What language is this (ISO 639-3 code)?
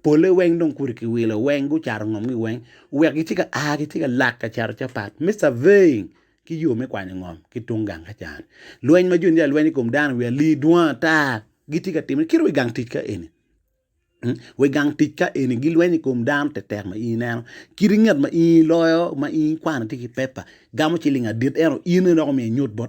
ach